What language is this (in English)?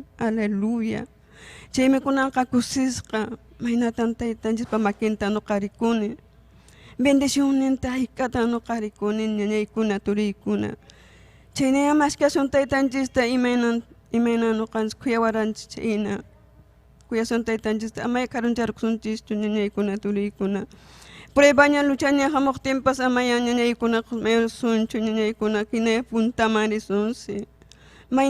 Ayacucho Quechua